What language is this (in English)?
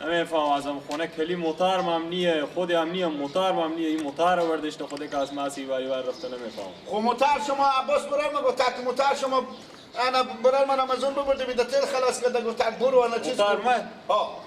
Persian